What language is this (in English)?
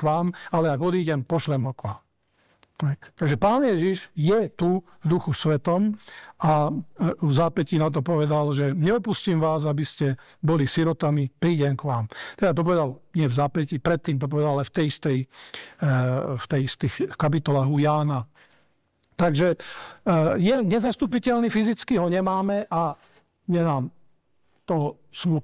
Slovak